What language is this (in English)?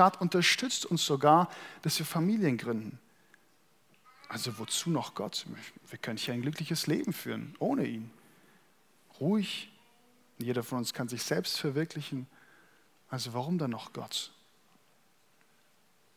German